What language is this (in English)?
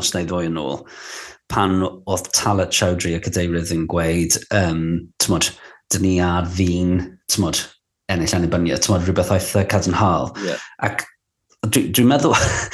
Welsh